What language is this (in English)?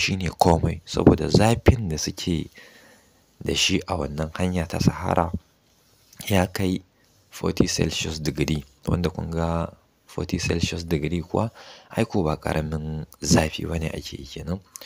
Hausa